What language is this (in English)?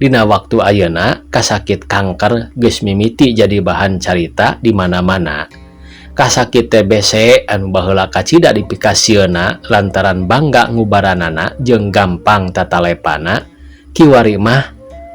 Sundanese